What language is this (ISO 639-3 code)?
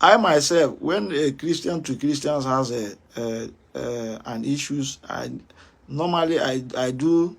ibo